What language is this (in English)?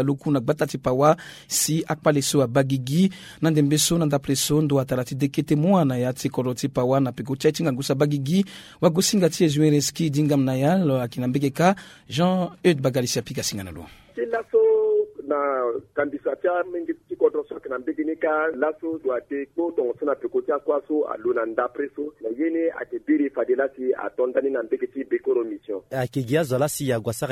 Sango